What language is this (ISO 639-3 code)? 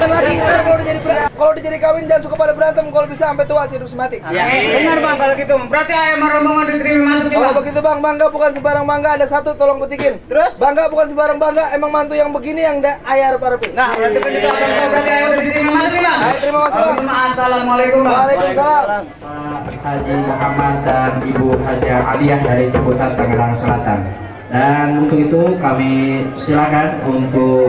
bew